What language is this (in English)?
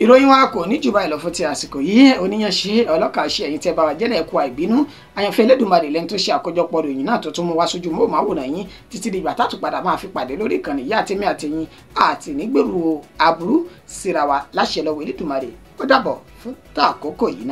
Yoruba